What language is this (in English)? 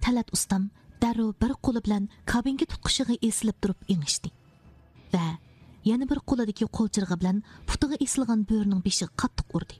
Uyghur